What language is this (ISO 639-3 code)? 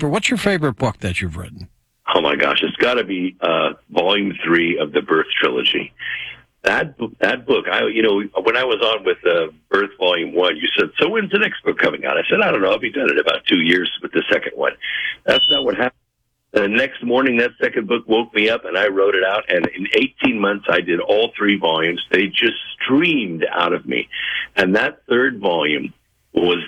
eng